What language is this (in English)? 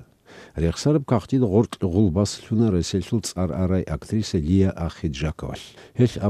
Avaric